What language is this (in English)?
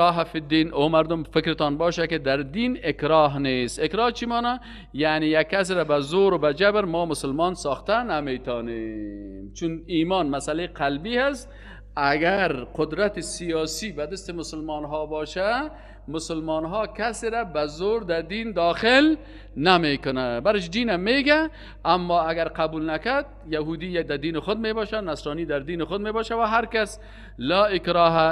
Persian